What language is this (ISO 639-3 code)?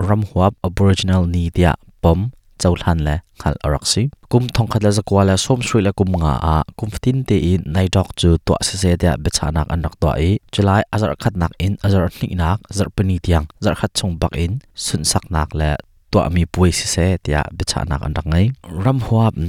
cnh